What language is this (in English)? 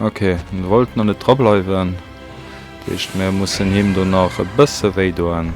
Luxembourgish